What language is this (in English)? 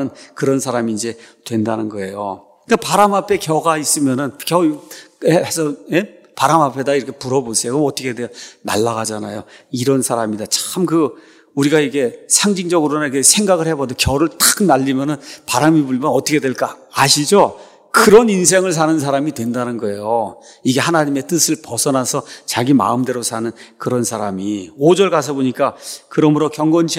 Korean